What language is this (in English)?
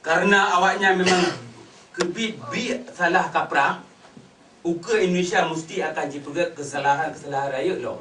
Achinese